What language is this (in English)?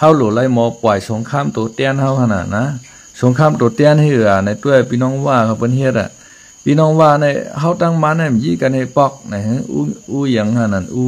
Shan